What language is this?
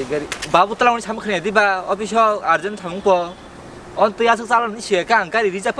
Kok Borok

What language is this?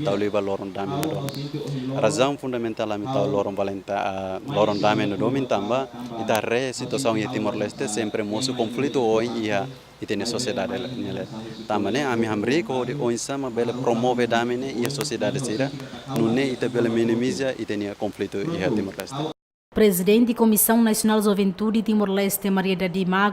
Tetum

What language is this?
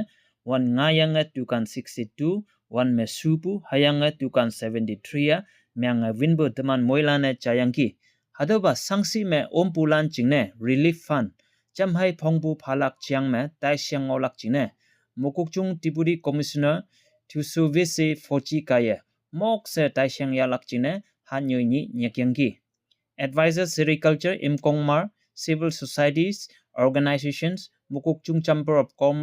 Konyak Naga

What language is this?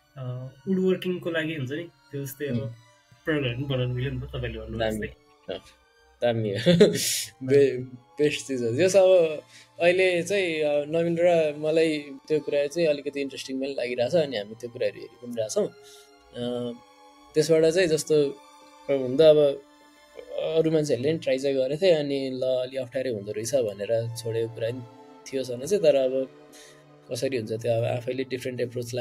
Nepali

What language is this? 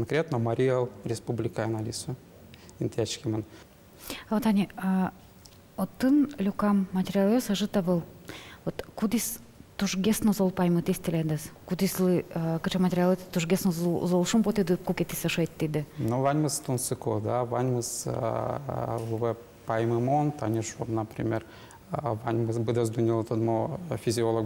Udmurt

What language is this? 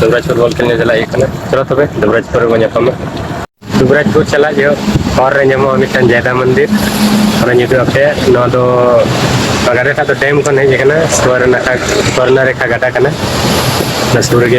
Santali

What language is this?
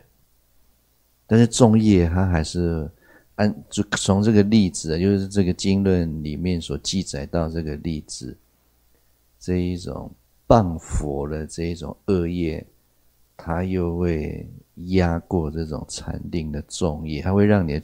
Chinese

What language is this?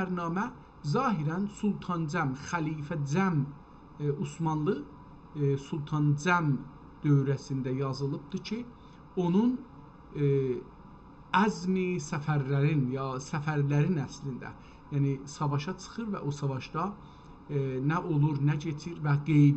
South Azerbaijani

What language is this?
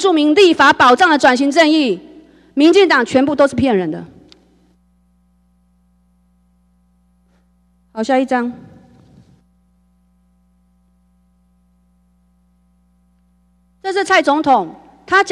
Chinese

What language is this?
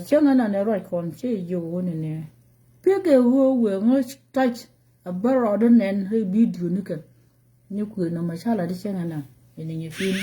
Nuer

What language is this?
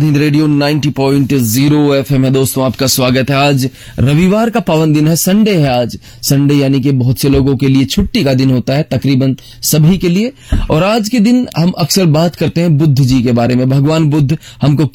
Hindi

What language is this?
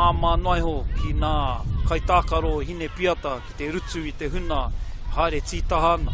Māori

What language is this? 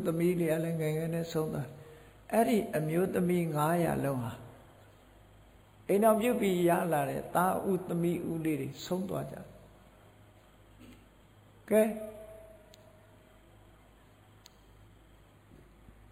Burmese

